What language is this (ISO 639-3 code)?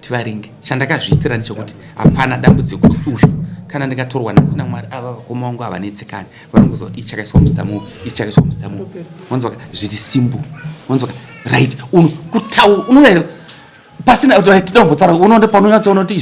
sna